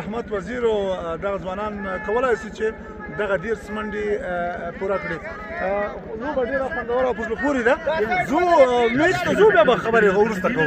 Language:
Pashto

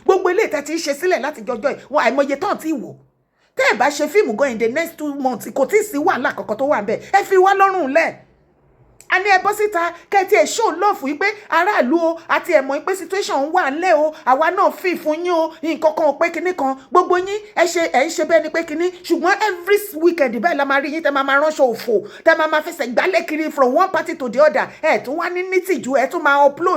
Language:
Yoruba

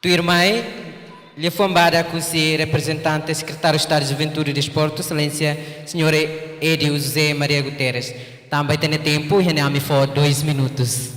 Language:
Tetum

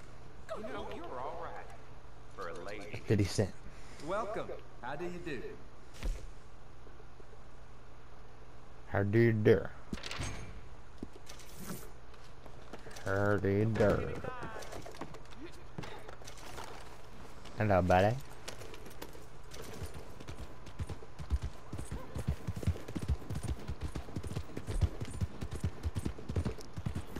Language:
English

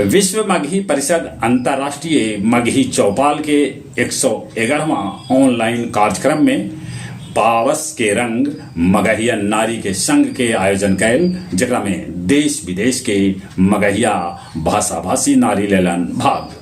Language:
Magahi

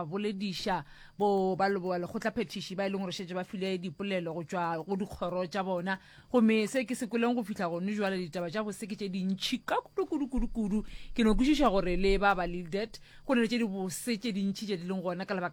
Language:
Northern Sotho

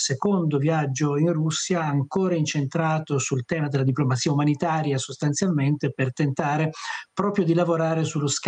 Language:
Italian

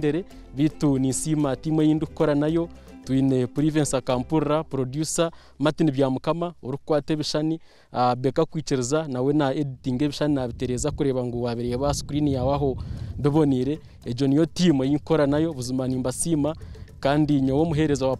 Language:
Nyankole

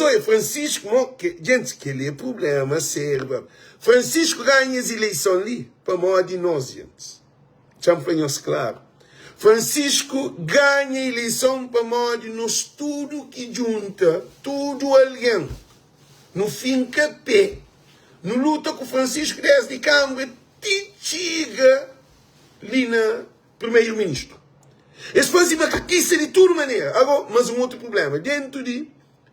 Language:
Kabuverdianu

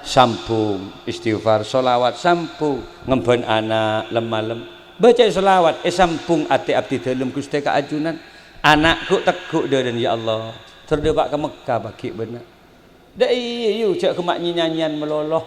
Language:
Madurese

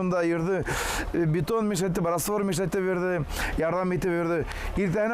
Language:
Bashkir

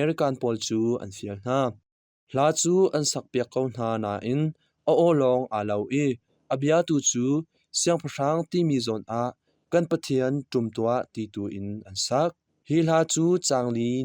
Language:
Hakha Chin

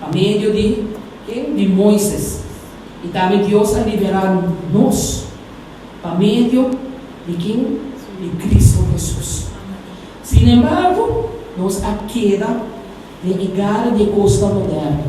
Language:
Papiamento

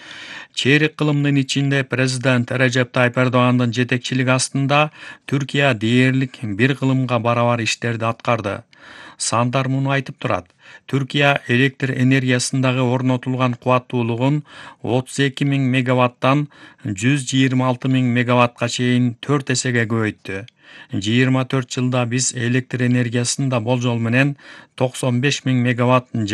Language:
Kyrgyz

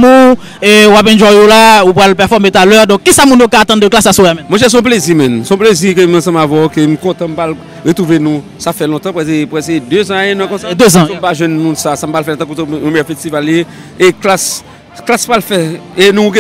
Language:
Haitian Creole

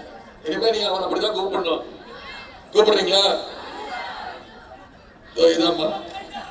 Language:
Tamil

